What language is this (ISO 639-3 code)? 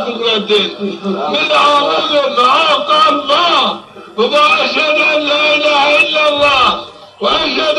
zza